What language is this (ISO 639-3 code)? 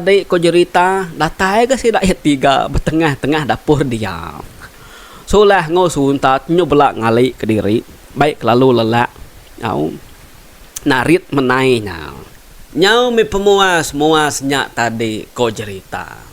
iba